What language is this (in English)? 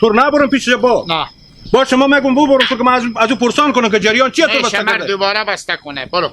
Hazaragi